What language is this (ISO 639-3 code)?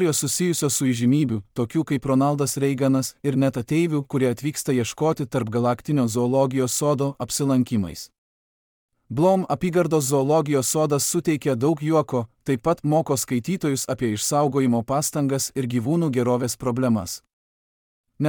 lit